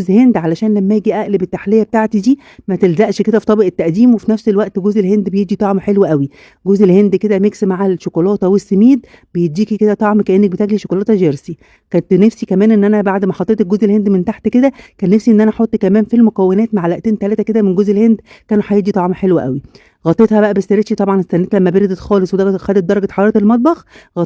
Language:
Egyptian Arabic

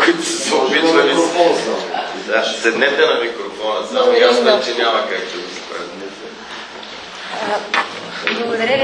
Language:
Bulgarian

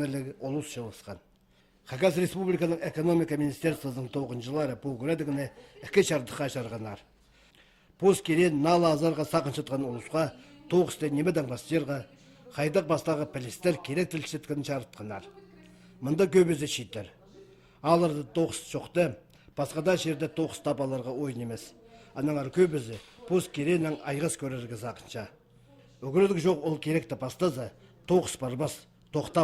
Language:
Khakas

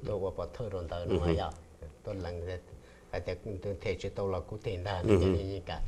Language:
Hmong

